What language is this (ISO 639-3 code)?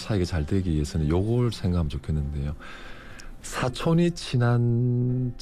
kor